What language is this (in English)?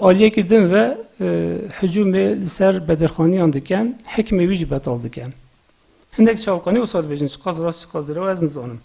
Kurdish